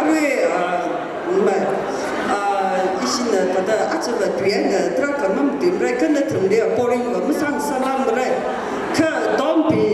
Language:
Tangkhul Naga (India)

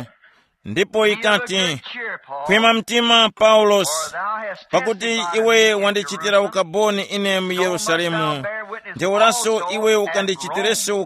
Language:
Tumbuka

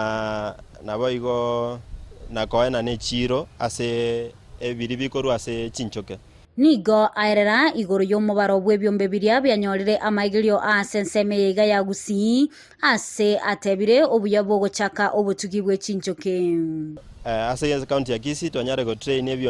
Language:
Gusii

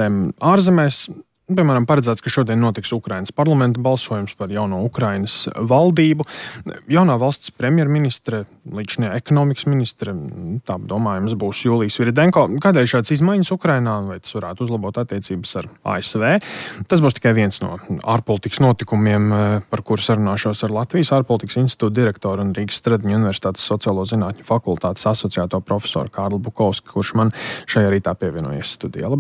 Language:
Latvian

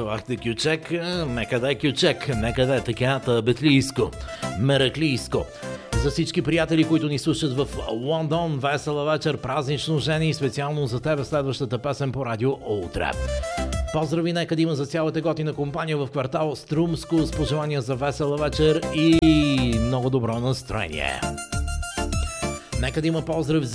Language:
Bulgarian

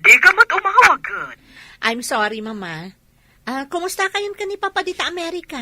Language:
Iloko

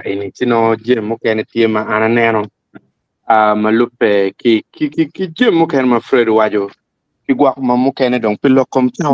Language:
Acoli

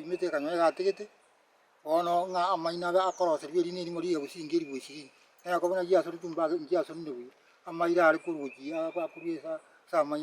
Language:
Gusii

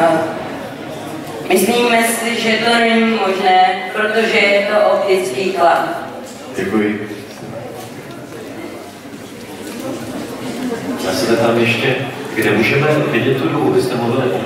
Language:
Czech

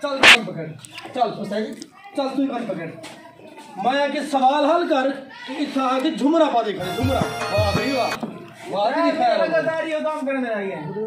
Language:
Saraiki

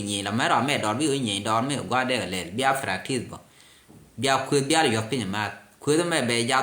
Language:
Nuer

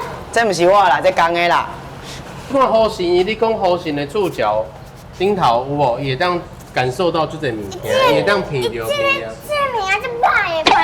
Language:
Min Nan Chinese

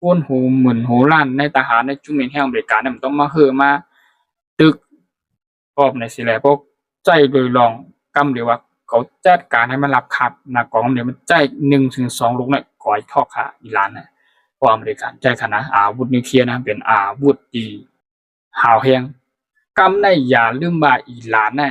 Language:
Shan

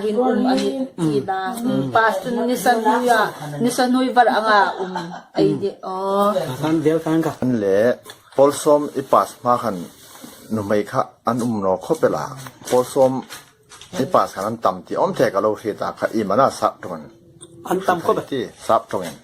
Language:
Hmar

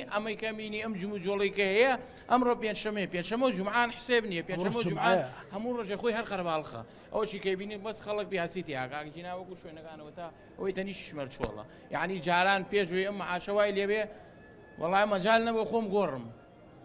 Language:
Central Kurdish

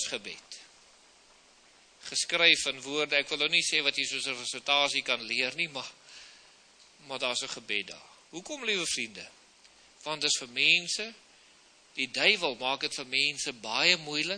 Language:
Afrikaans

